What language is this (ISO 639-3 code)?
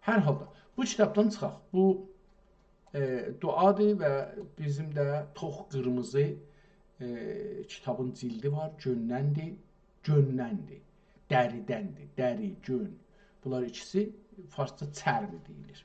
azb